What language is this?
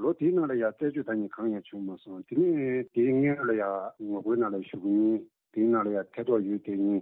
Tibetan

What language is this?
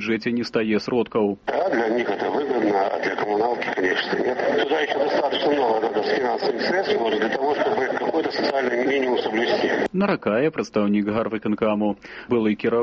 Belarusian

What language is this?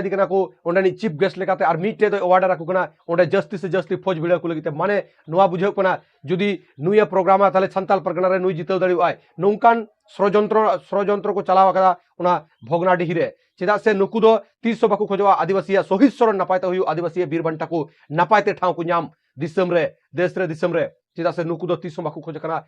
Santali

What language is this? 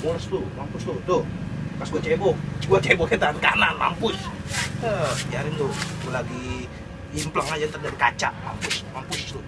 Betawi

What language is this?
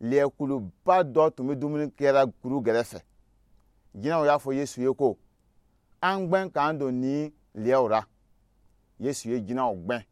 Dyula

